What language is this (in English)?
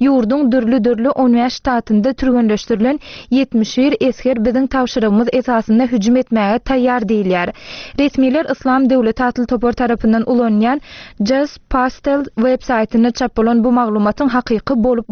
Turkmen